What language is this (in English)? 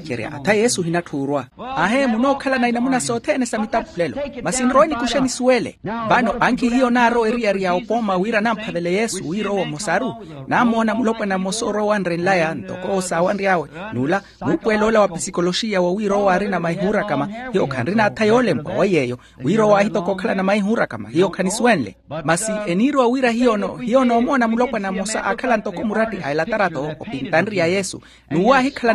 Makhuwa